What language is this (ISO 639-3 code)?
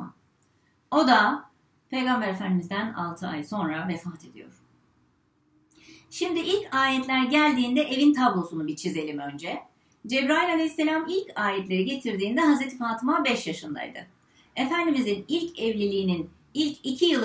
tur